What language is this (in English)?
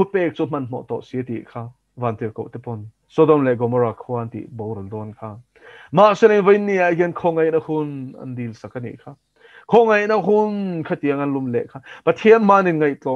Mizo